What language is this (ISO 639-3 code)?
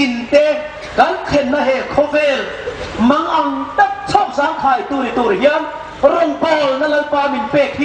hmr